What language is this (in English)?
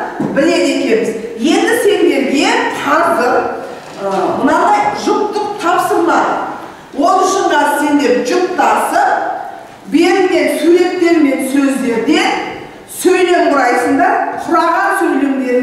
Kazakh